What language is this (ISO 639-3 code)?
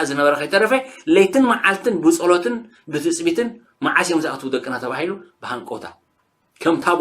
tir